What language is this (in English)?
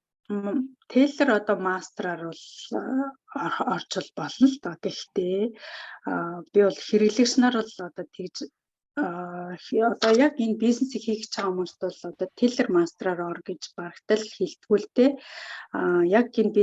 Mongolian